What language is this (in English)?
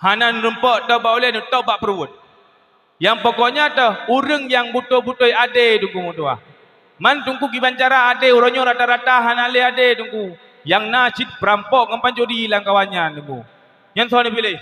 Achinese